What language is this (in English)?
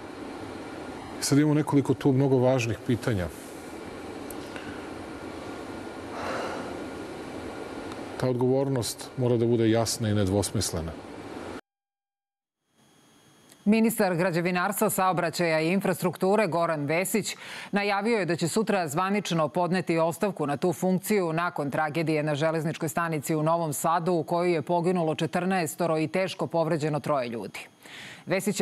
Serbian